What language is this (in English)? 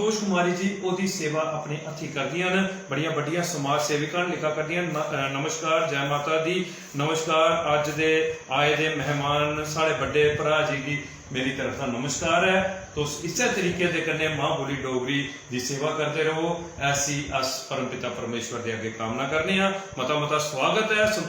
Dogri